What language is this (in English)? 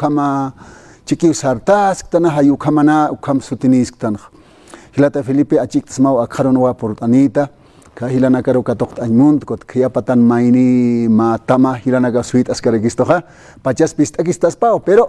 Aymara